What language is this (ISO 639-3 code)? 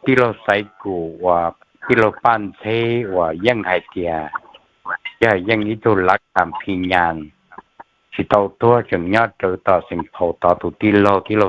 hmn